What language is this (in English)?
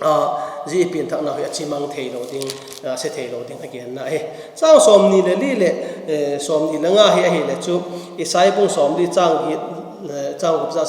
Vaiphei